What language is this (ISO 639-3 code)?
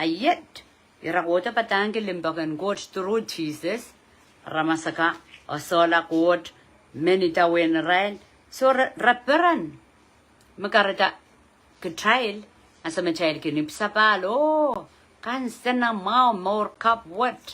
pon